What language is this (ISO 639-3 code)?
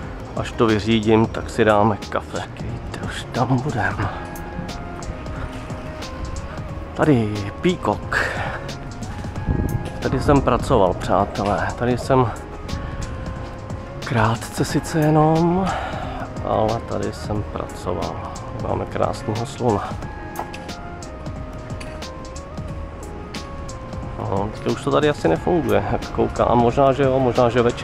ces